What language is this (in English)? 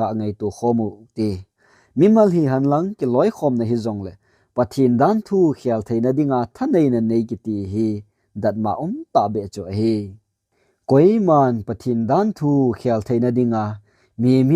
Thado Chin